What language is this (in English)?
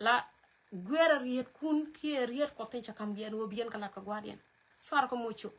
Nuer